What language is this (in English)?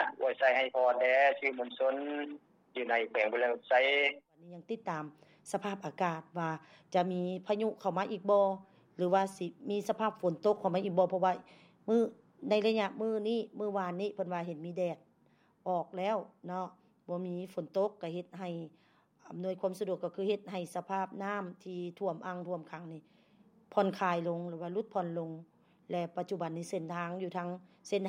Lao